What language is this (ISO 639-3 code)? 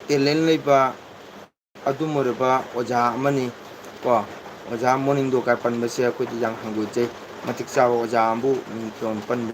mni